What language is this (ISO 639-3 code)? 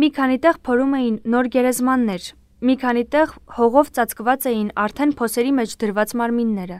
hye